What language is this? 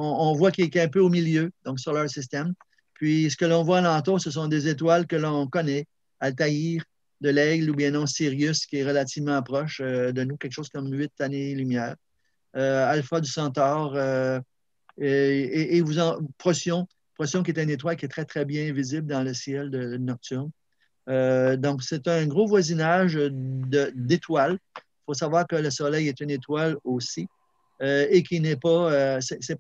French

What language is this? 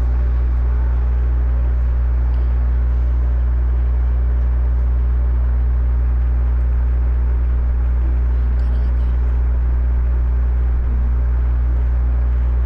Portuguese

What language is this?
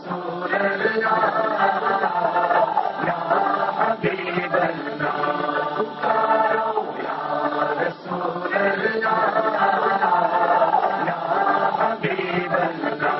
Urdu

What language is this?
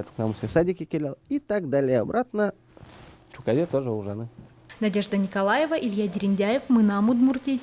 Udmurt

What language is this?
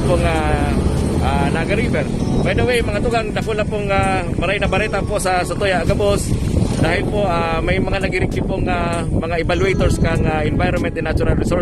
Bikol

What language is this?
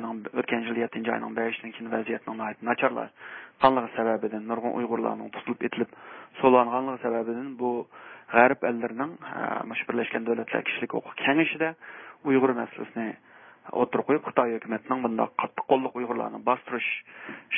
Uyghur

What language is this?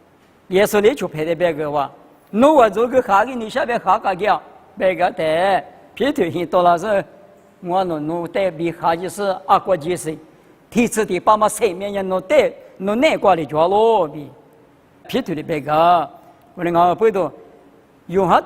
Lisu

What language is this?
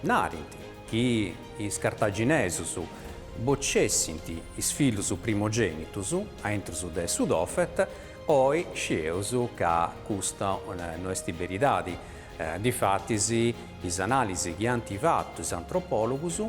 Sardinian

